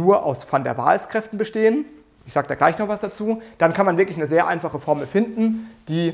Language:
German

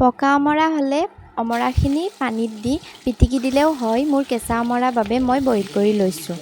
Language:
Assamese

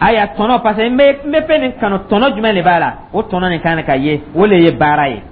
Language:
Dyula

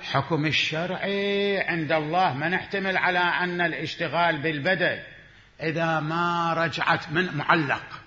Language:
Mesopotamian Arabic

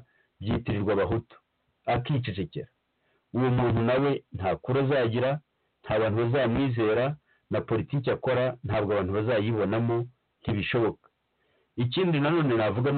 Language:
Kinyarwanda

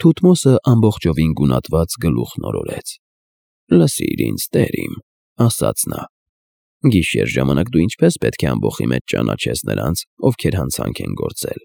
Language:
Armenian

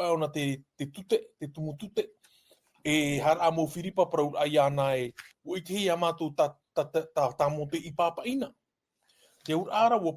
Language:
Tahitian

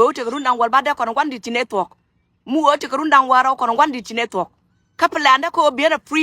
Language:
Nuer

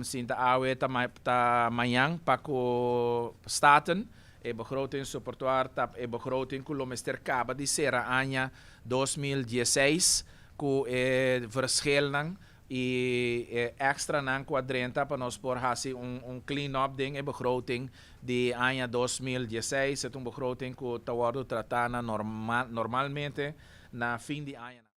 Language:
Papiamento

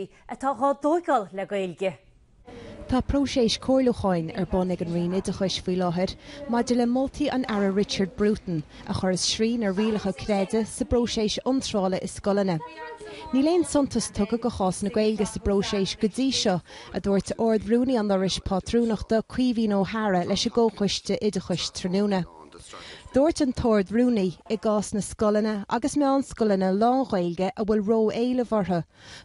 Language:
Irish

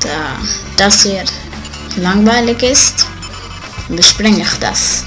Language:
Swiss German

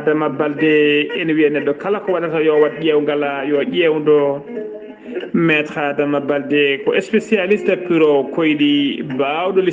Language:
Fula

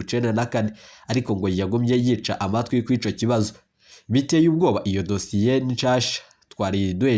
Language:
Rundi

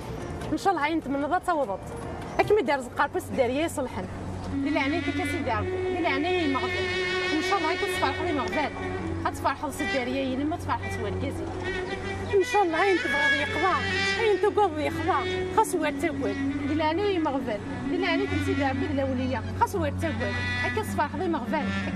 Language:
Kabyle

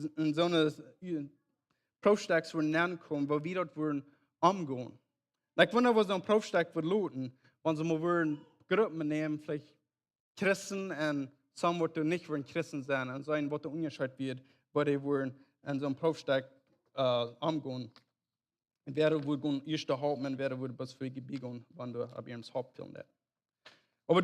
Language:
Plautdietsch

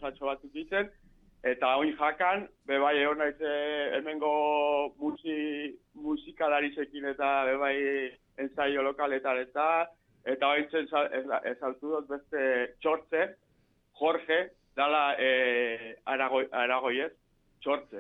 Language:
Basque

